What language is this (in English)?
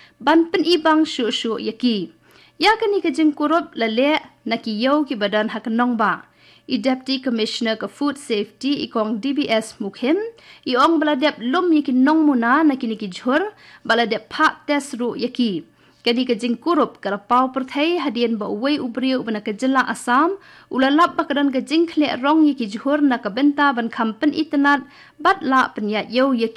Khasi